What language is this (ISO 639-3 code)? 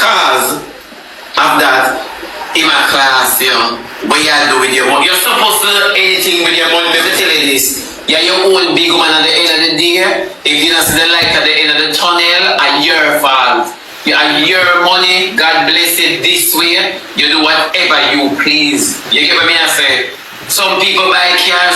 jam